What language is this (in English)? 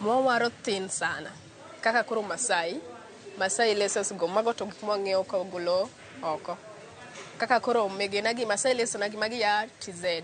Luo (Kenya and Tanzania)